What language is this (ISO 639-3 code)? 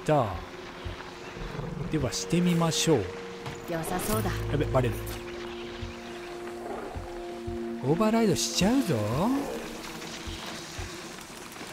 jpn